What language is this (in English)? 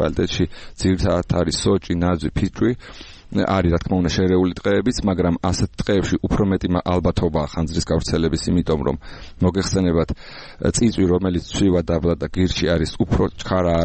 Georgian